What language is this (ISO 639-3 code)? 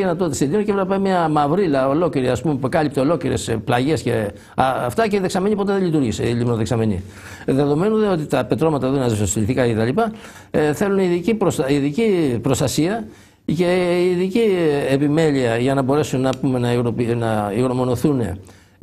ell